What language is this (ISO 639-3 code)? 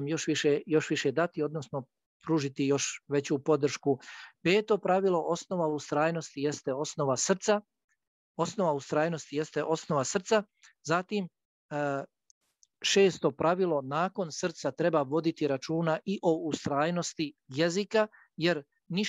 bos